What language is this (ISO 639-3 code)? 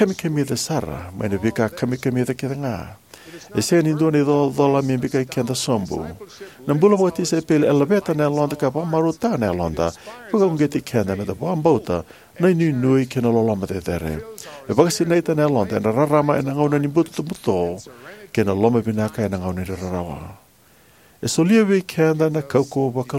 fij